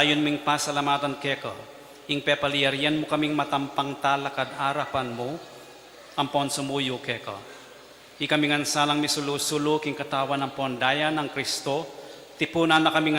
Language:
Pampanga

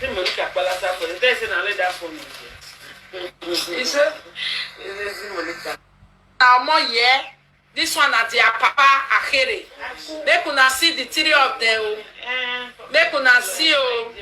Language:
Nigerian Pidgin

